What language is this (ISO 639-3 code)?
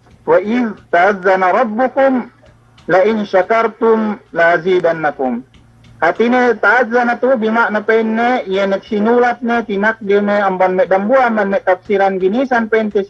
yka